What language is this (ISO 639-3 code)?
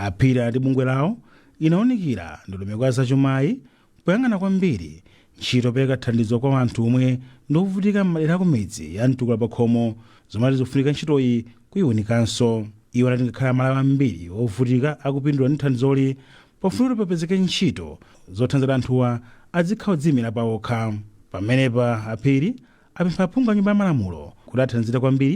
nya